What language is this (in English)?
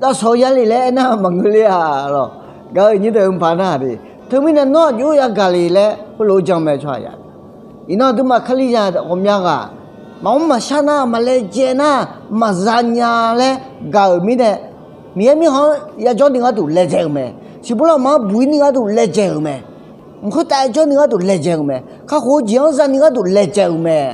Akha